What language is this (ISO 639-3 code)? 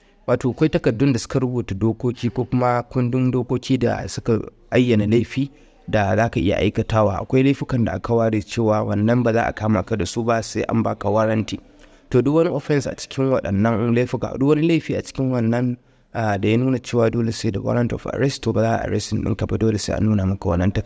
hau